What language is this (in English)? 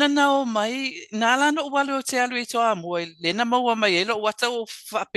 Samoan